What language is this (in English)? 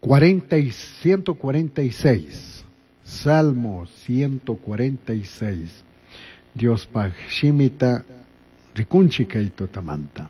Chimborazo Highland Quichua